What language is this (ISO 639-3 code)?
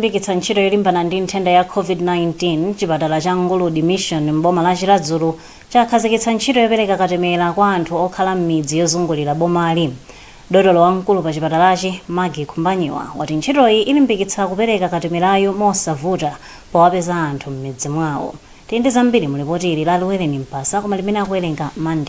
nya